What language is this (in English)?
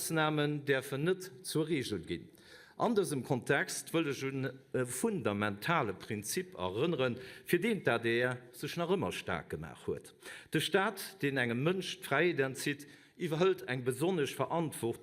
Luxembourgish